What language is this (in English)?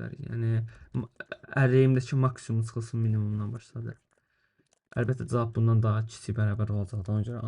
Azerbaijani